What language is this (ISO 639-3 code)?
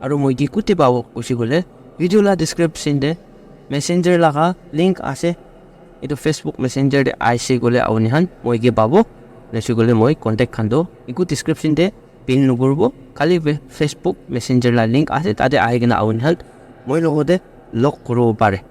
nag